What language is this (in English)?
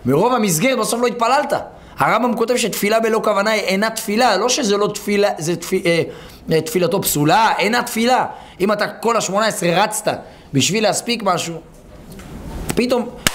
Hebrew